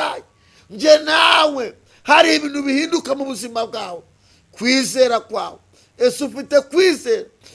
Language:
Kinyarwanda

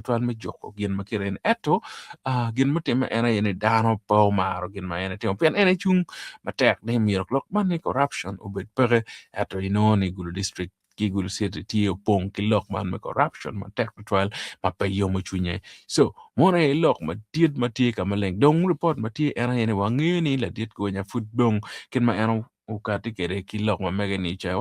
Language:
Acoli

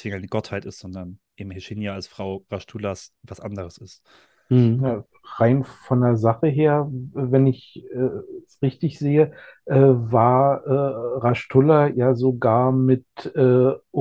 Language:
German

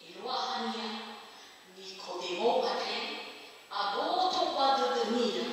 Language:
Nias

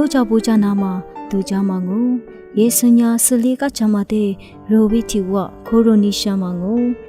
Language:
Lisu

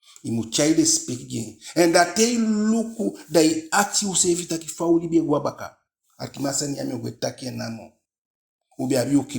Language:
Eastern Maroon Creole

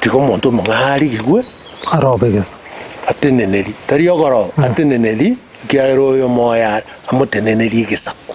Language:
Gusii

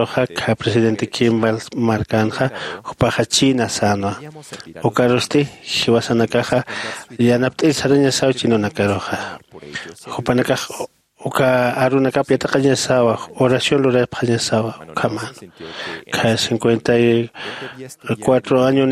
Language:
Aymara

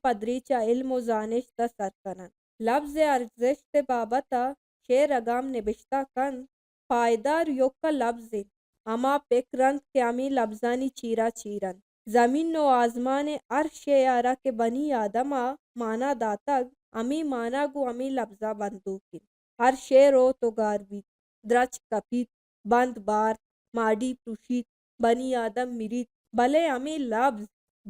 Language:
Baluchi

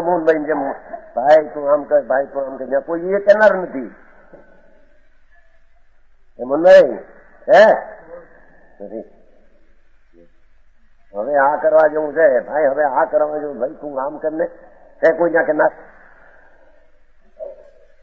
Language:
Gujarati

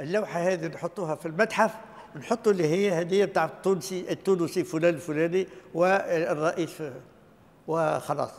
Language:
Tunisian Arabic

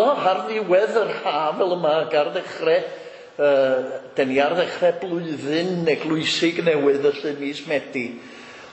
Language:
Welsh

